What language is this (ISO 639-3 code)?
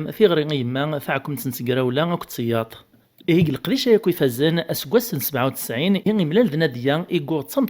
kab